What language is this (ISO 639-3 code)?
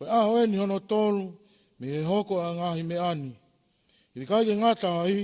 ton